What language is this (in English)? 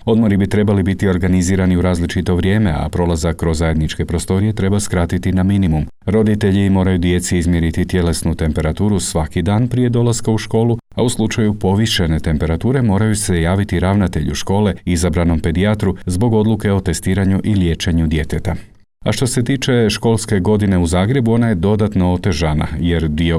Croatian